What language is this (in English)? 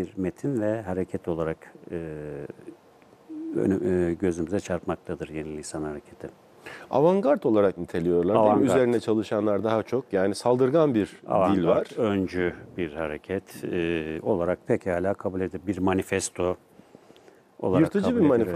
Turkish